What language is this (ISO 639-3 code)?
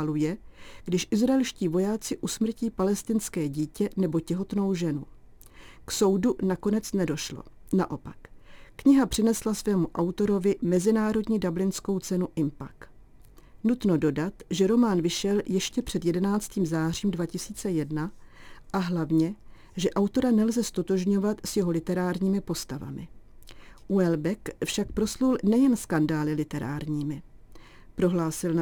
ces